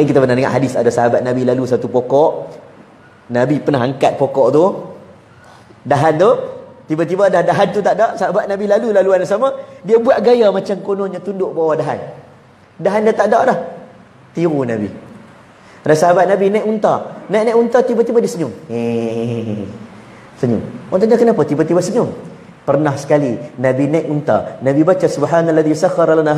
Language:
Malay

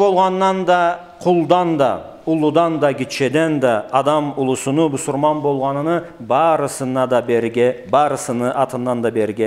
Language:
Karachay-Balkar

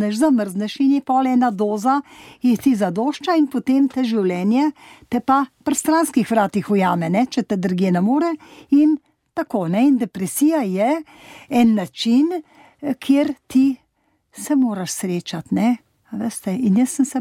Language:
Slovenian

